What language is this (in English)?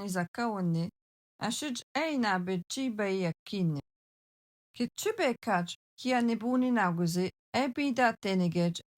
Algonquin